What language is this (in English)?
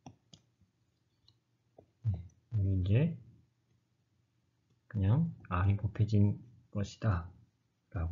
Korean